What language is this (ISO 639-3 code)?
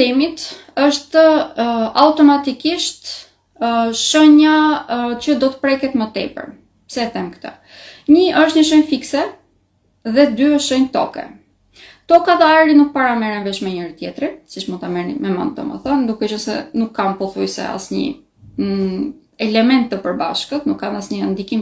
sqi